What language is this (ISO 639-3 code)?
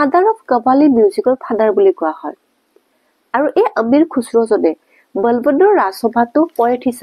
asm